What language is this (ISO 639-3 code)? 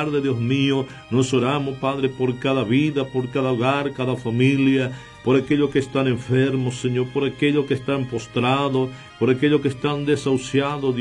spa